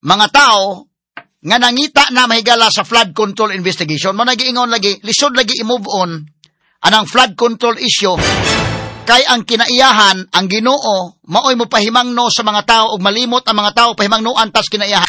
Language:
Cebuano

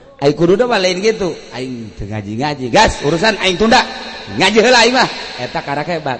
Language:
Sundanese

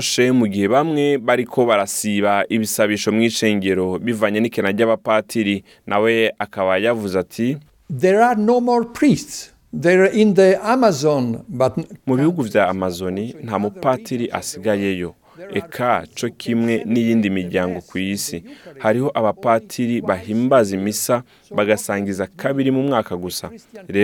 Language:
Rundi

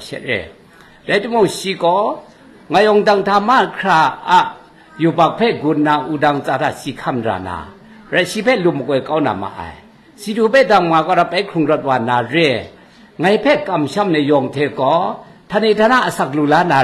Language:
Kachin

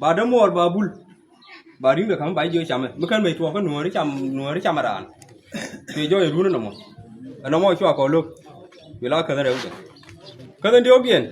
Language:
Nuer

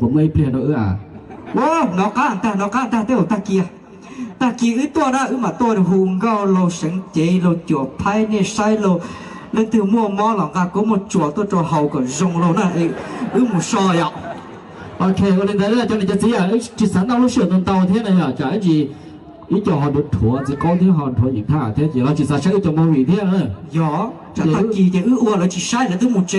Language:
Hmong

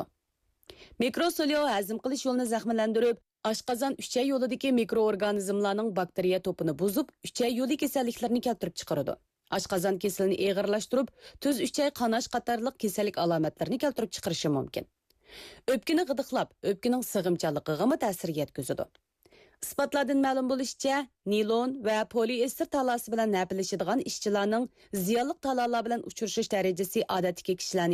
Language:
Uyghur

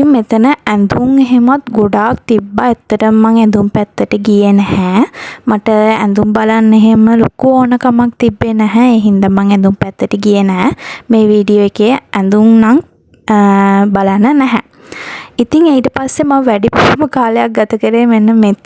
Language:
Sinhala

